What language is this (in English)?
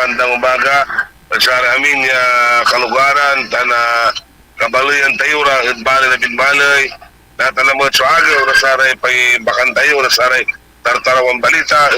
Pangasinan